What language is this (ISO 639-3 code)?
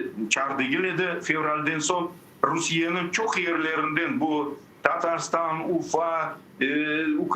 crh